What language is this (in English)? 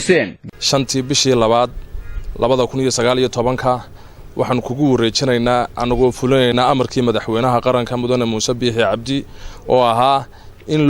Somali